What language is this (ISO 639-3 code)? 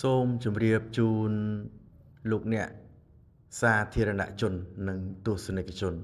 khm